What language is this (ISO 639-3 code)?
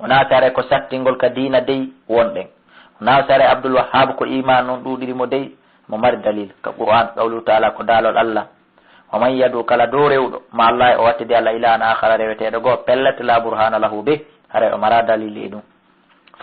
ful